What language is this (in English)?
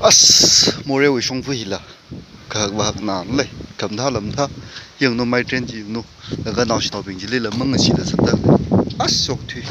Tangkhul Naga (India)